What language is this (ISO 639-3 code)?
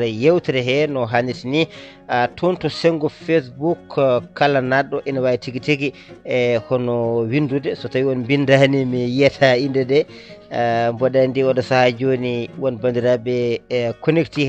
ful